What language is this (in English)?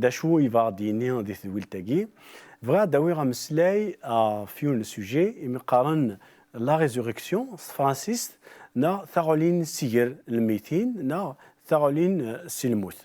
Kabyle